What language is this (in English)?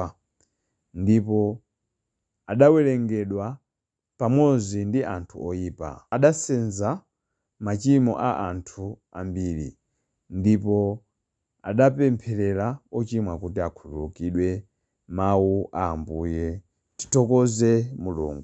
Nyanja